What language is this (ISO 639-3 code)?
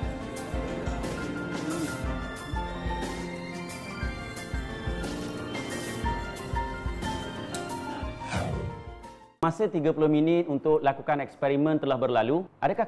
msa